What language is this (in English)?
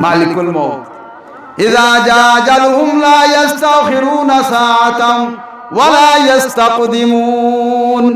Sylheti